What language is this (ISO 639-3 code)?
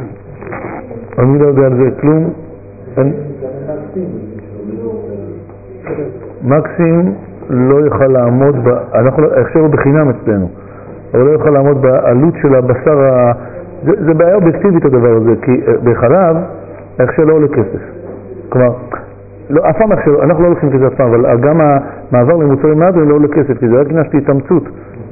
heb